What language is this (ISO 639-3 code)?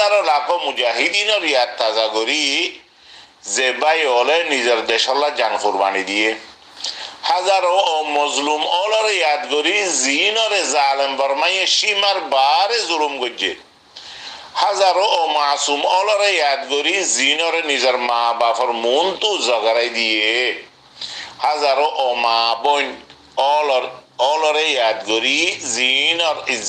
rhg